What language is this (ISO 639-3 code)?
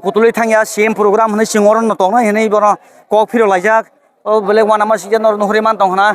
trp